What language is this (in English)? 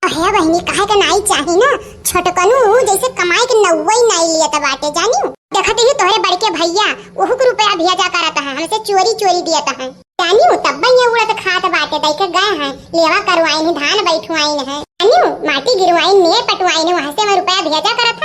Awadhi